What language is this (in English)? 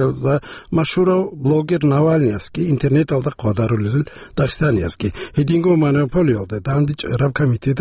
Avaric